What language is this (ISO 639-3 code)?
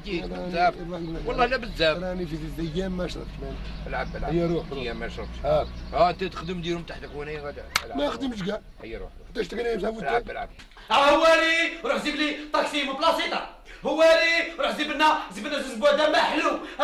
arq